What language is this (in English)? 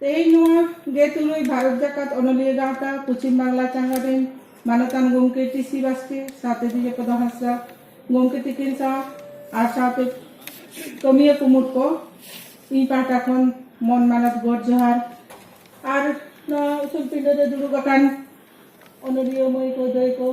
Santali